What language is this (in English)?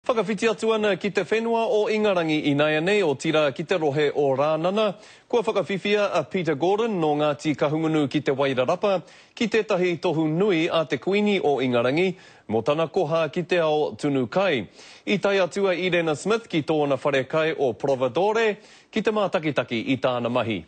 Māori